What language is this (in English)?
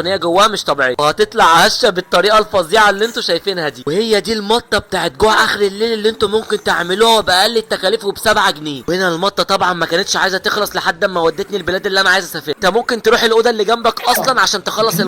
Egyptian Arabic